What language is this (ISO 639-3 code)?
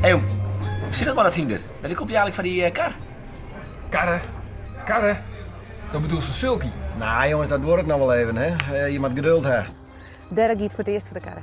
fry